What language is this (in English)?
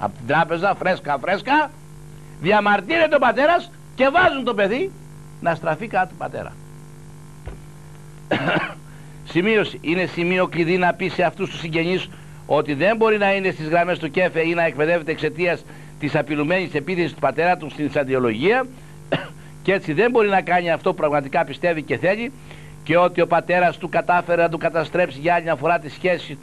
Greek